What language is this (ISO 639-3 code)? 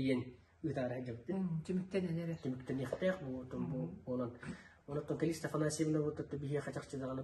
sah